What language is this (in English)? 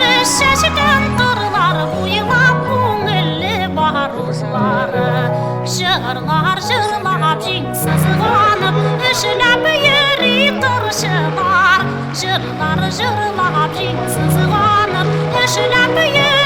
Bashkir